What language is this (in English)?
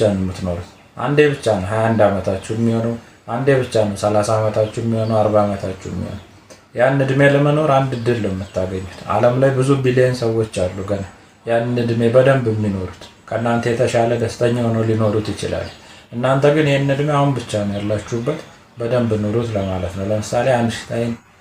Amharic